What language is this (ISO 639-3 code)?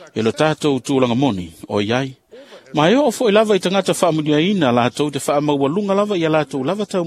smo